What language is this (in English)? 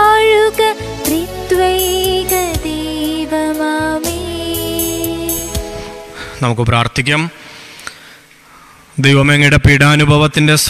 Malayalam